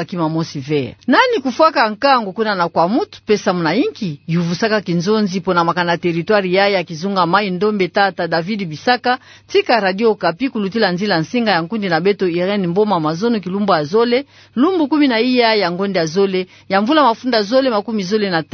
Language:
Kituba (Democratic Republic of Congo)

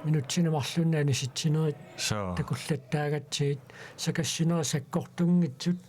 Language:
Kalaallisut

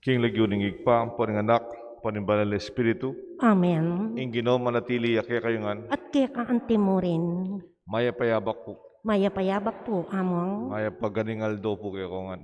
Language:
Pampanga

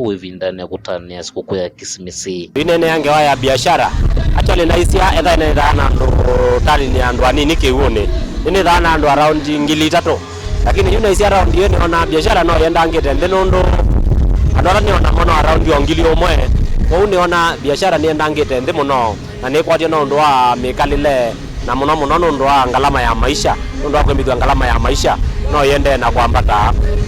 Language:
Kamba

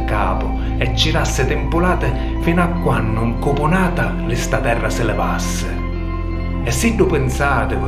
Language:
Sicilian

